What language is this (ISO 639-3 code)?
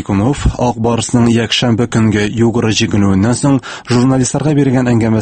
tat